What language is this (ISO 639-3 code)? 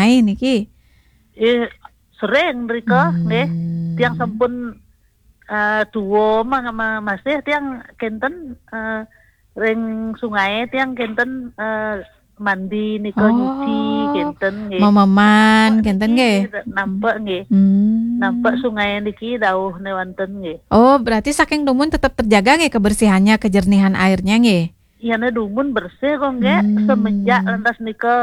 ban